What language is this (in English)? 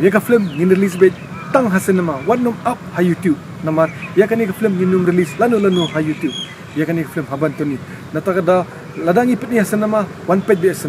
Khasi